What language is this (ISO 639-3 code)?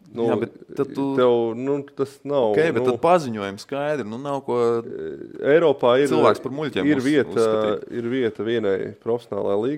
lav